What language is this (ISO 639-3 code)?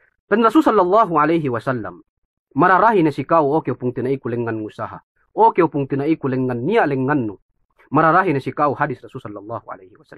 yka